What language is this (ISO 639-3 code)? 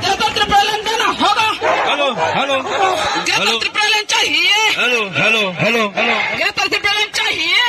trp